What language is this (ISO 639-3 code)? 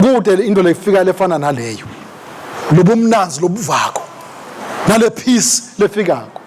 ssw